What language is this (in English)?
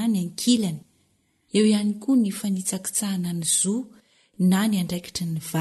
Malagasy